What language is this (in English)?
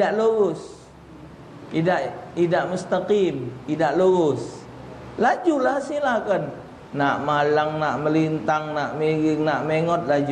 Musi